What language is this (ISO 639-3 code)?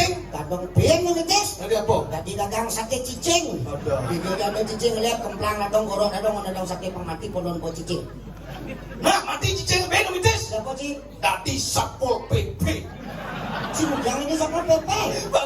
ban